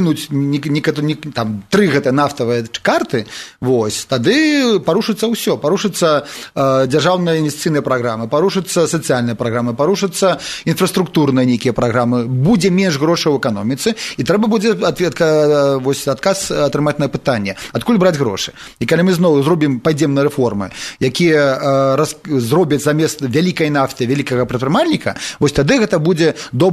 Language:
Belarusian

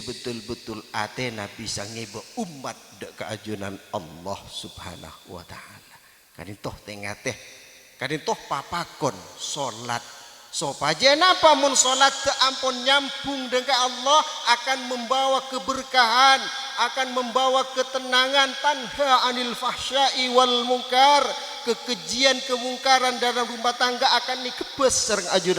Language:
Madurese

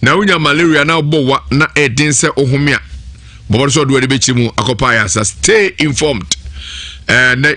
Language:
Akan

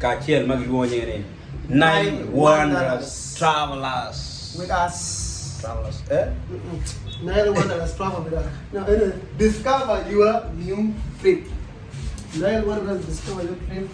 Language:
Acoli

